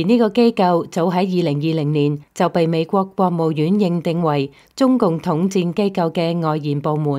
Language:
Cantonese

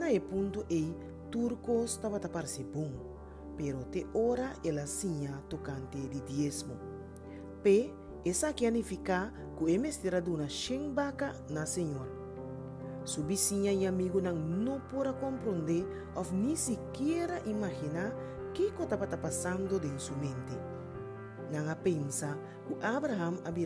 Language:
Papiamento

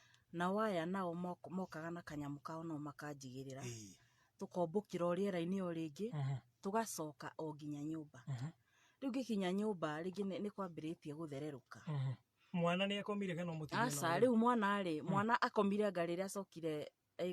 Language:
Kikuyu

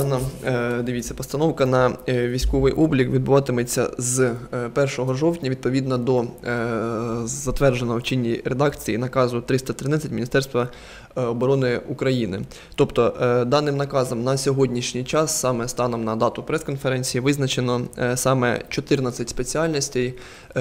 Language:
Ukrainian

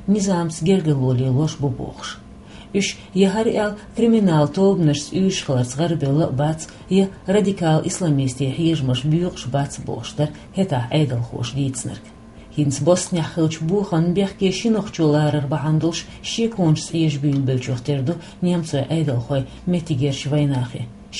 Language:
Chechen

